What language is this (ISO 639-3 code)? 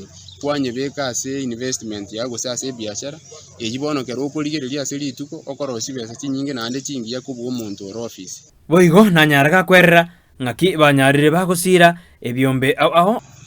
guz